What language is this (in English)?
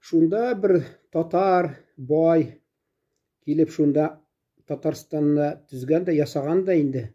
Tatar